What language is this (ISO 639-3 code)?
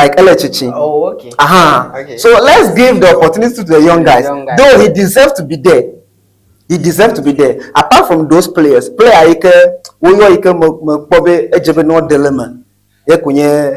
ewe